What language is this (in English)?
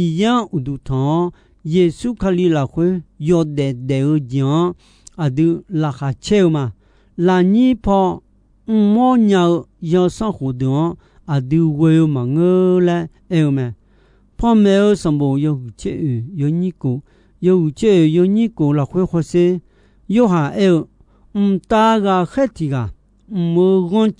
Akha